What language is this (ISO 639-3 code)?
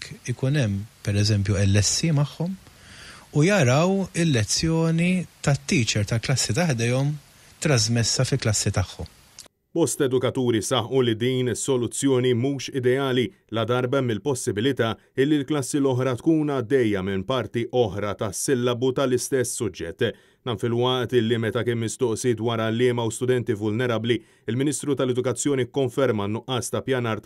mlt